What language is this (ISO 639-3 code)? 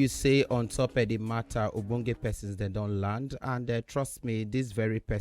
pcm